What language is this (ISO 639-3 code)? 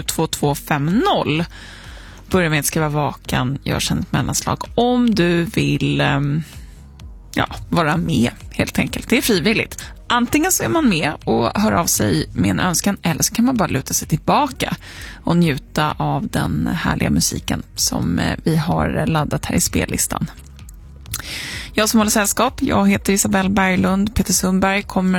swe